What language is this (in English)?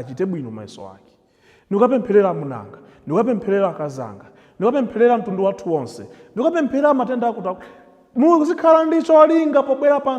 Nyanja